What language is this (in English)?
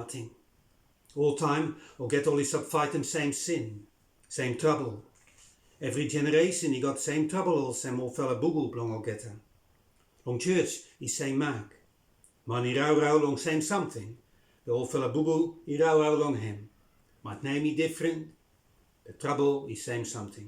Bislama